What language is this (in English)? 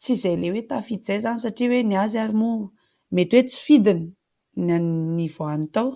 Malagasy